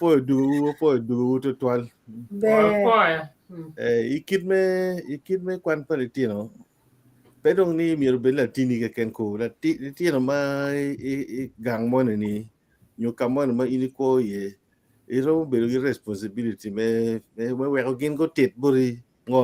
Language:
Acoli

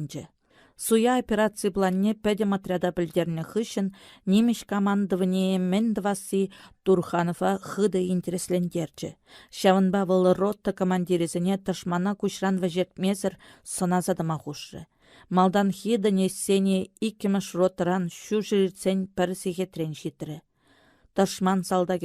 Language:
Chuvash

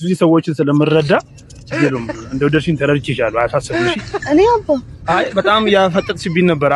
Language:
Amharic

